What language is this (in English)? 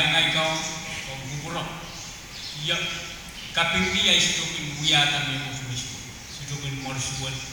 Pohnpeian